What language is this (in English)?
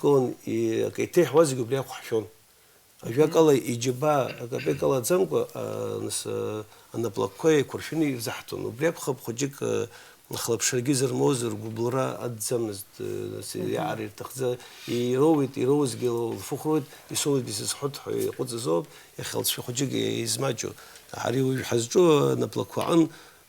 Abkhazian